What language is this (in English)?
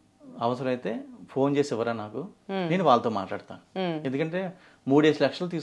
Telugu